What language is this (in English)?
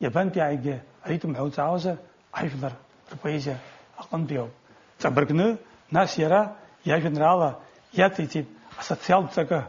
Abkhazian